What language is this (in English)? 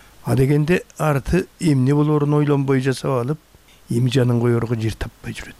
Kyrgyz